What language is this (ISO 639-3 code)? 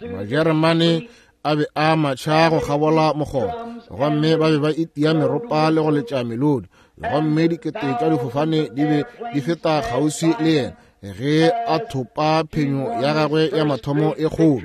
nso